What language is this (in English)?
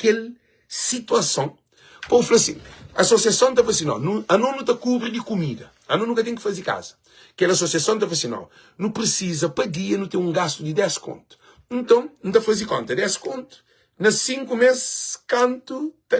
Kabuverdianu